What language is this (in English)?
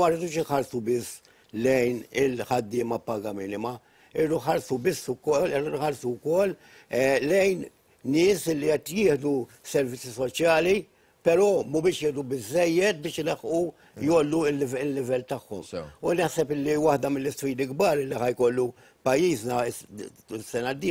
Maltese